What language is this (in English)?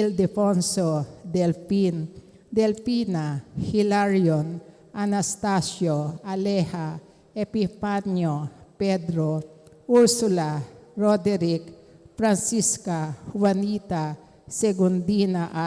Pampanga